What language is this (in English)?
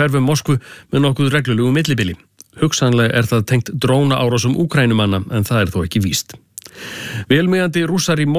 Icelandic